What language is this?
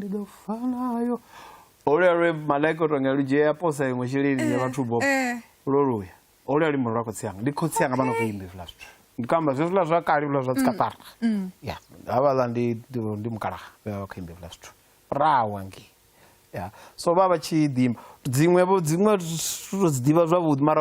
Venda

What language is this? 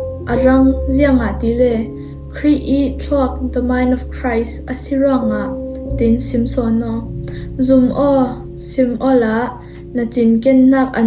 Falam Chin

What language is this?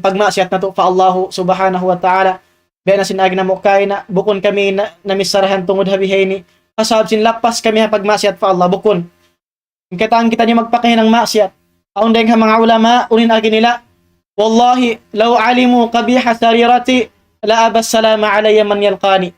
Tausug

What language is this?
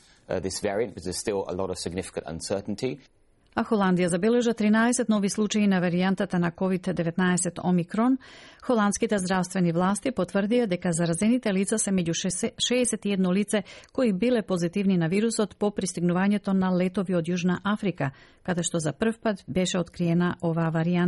Macedonian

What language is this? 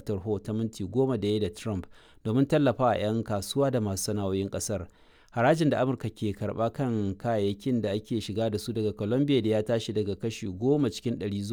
Hausa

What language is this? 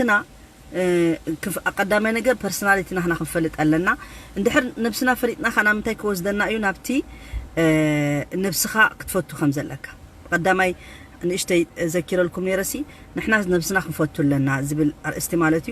Tigrinya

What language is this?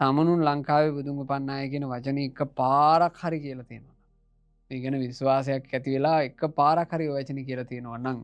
Sinhala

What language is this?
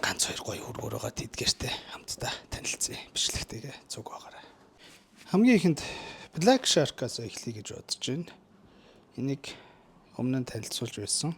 Mongolian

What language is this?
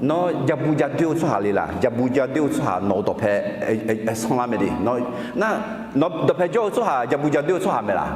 Akha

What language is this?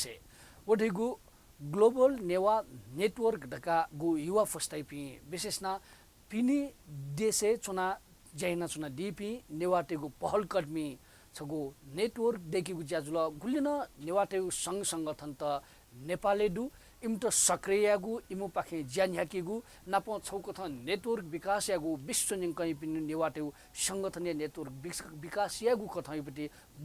Newari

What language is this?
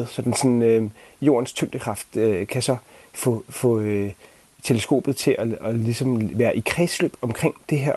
Danish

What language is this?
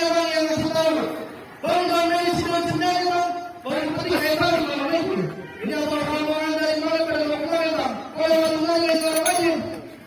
Betawi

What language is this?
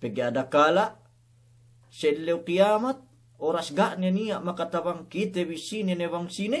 Yakan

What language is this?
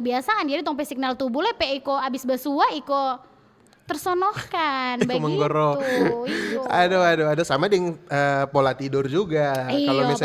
Manado Malay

